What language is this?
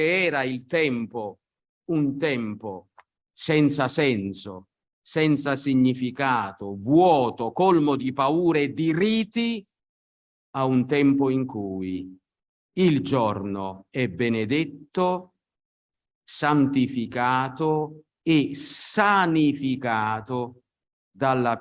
Italian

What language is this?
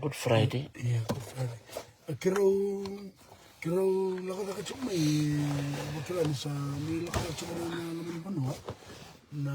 Fijian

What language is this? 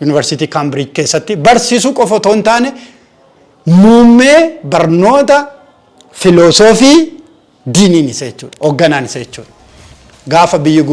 Oromo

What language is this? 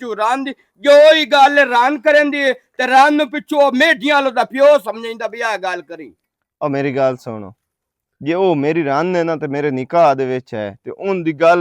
Western Panjabi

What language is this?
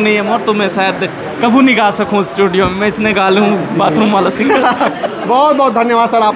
Chhattisgarhi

